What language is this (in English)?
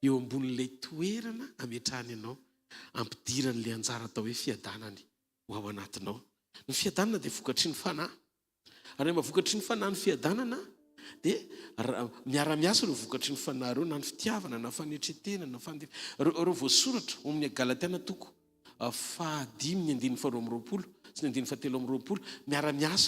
Malagasy